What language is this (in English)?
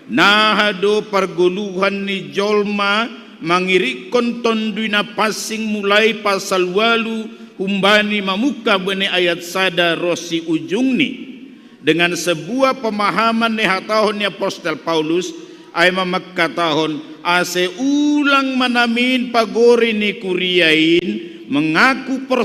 Batak Simalungun